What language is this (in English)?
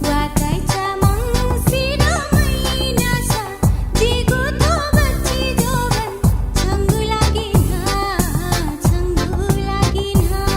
Newari